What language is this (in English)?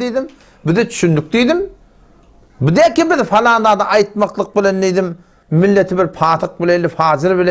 Turkmen